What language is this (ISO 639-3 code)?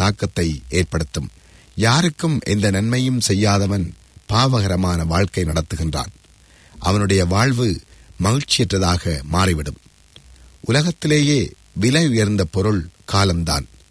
tam